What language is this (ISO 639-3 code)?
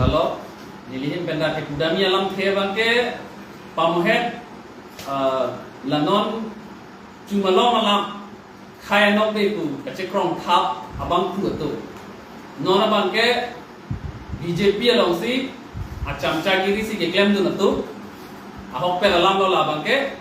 mjw